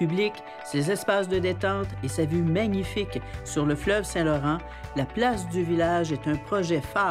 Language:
French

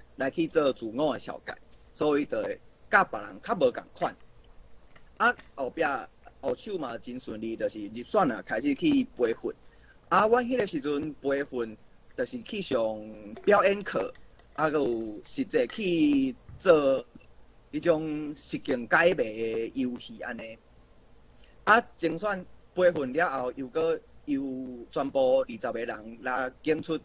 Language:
Min Nan Chinese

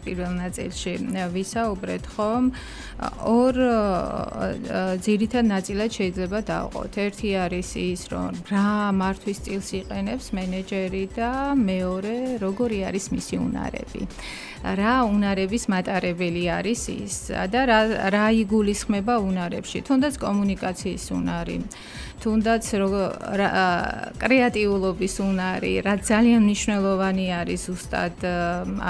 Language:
Georgian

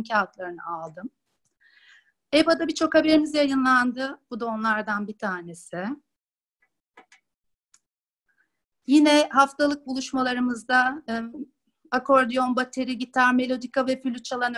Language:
Turkish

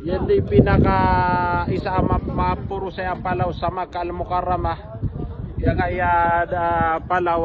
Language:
Maranao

